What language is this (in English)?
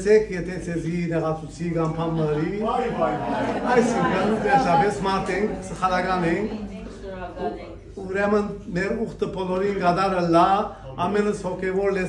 Western Armenian